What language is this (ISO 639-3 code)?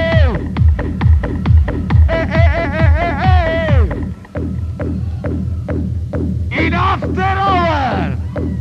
ita